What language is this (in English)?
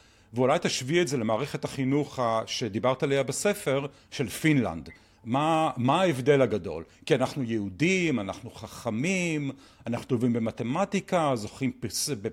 Hebrew